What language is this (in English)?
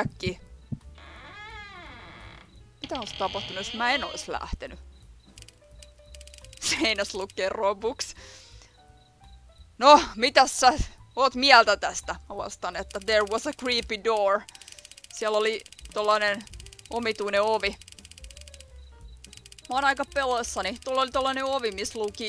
Finnish